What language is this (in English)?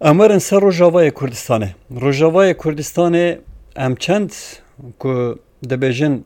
Kurdish